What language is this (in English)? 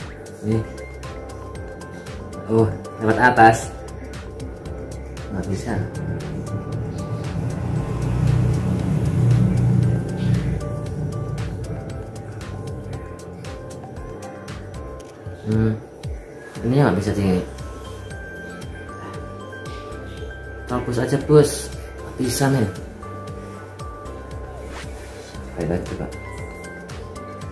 Indonesian